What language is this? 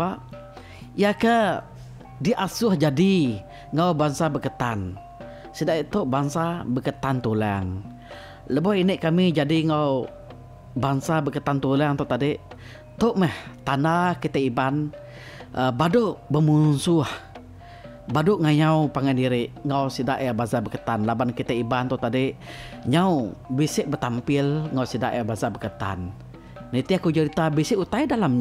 Iban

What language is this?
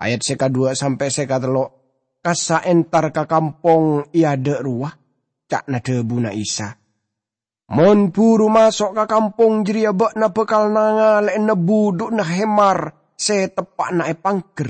Madurese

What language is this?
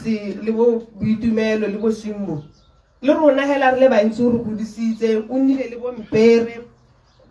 Tswana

